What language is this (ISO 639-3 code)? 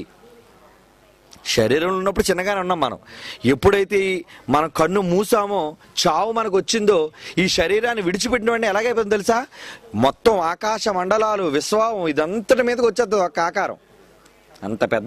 tel